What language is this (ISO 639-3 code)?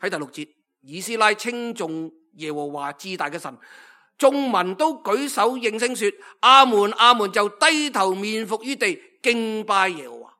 yue